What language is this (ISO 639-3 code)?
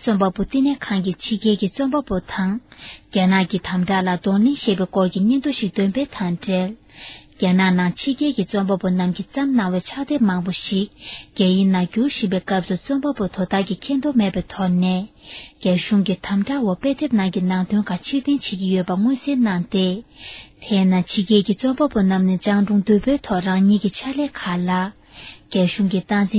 bod